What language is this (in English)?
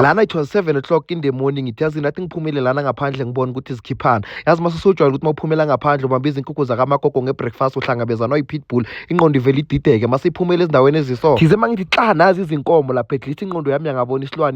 Zulu